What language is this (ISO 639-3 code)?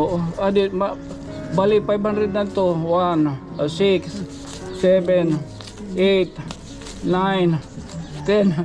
war